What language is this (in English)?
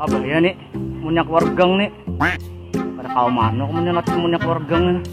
Banjar